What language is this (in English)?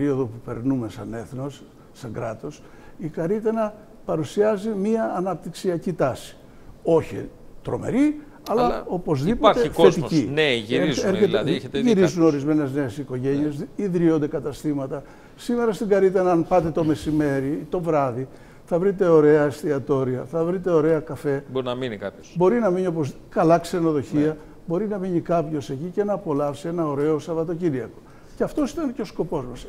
Greek